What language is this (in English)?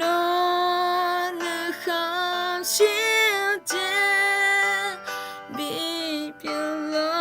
Akha